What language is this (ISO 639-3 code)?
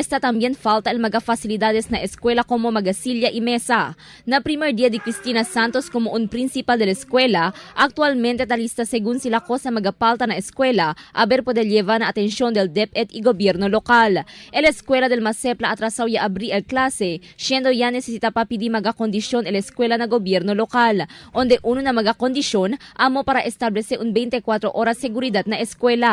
cbk